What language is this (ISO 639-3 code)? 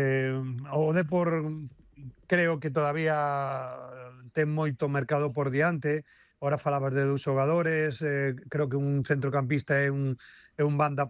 glg